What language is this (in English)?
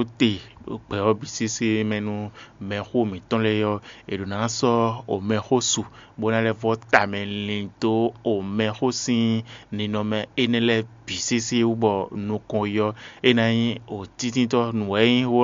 Fon